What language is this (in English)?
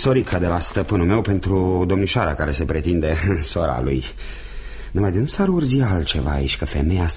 Romanian